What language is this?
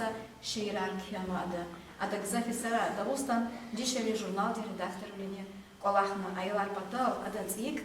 Lezghian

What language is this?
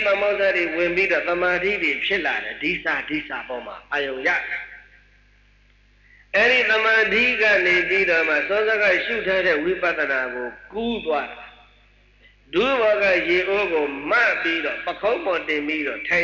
Burmese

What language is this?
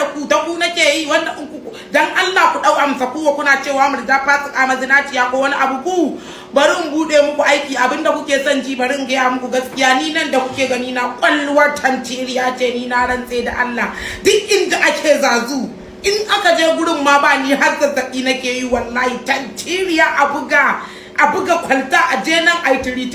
Hausa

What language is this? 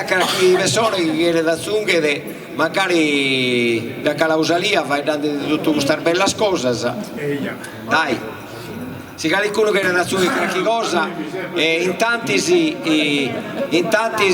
Sardinian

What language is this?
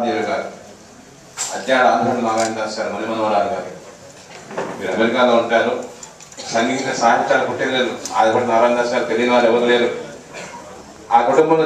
Telugu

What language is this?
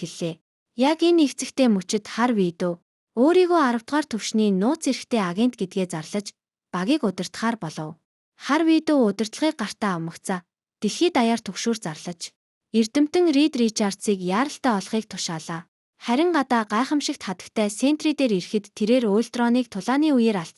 Mongolian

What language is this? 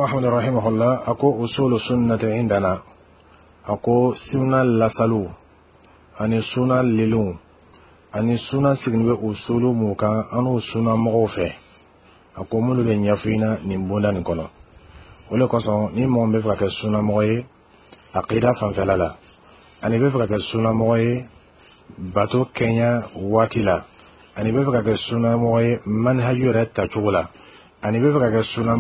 Bambara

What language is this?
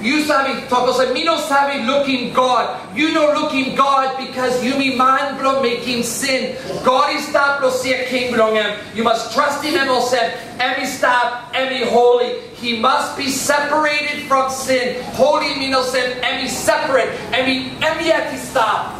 Tok Pisin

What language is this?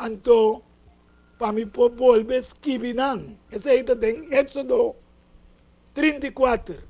Papiamento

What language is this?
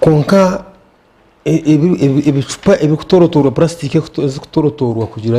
Nyankole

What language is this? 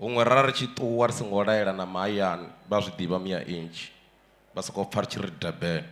Venda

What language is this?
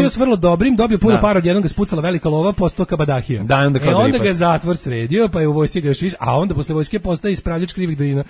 Serbian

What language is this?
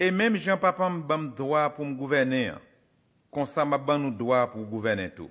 Haitian Creole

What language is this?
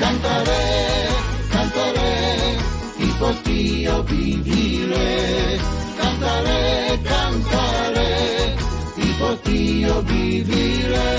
Ladino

